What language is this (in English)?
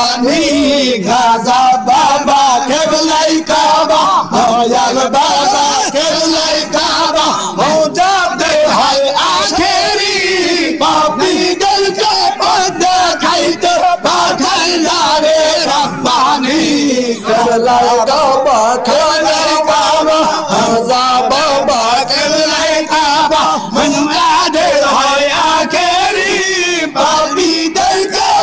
Bangla